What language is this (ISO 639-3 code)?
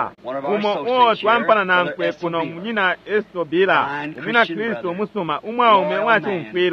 bem